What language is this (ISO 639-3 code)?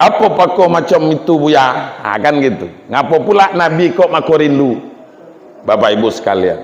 min